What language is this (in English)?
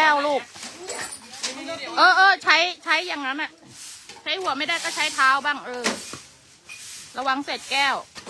Thai